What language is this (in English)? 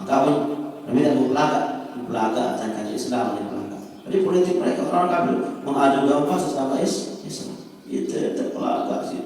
Sasak